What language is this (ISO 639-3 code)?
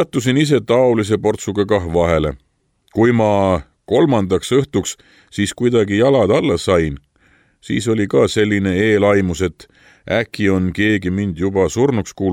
est